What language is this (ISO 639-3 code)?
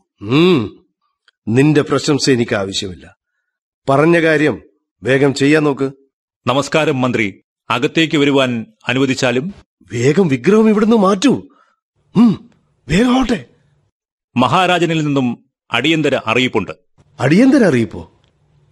mal